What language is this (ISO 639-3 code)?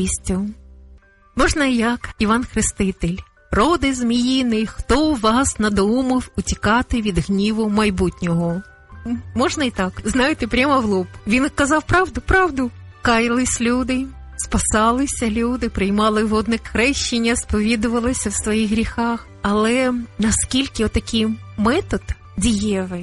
ukr